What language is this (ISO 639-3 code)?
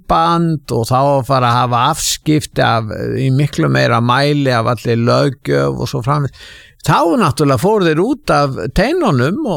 isl